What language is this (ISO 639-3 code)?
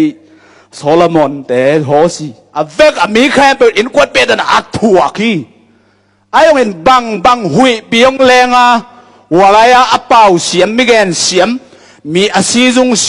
ctd